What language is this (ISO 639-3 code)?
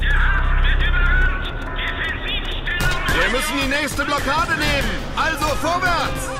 bar